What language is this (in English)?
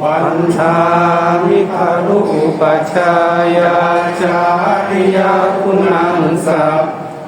Pali